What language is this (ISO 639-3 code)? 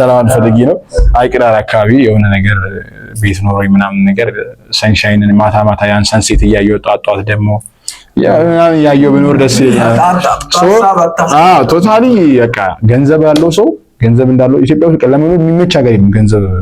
amh